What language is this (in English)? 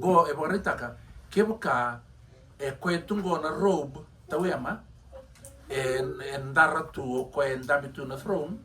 Fijian